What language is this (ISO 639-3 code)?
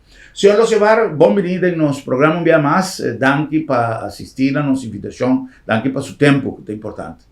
pap